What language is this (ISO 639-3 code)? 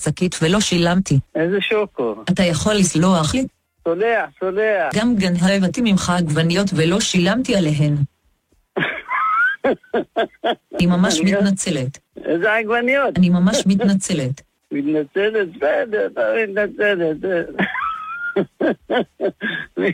heb